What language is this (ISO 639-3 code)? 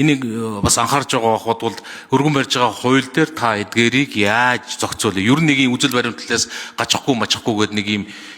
mon